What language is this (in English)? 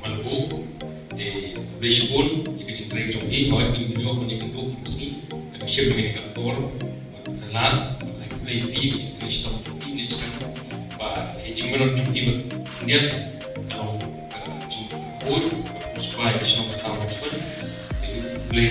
Khasi